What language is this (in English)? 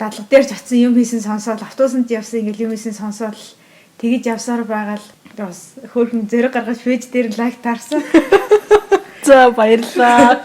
Mongolian